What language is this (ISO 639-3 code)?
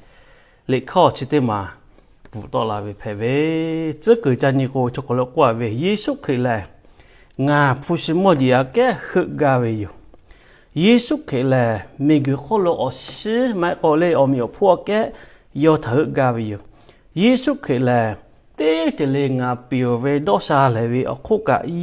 lhu